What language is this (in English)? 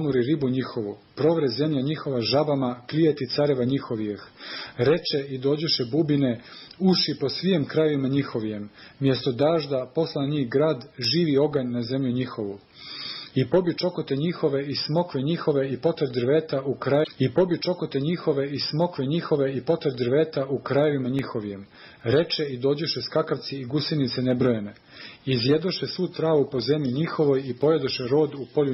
Serbian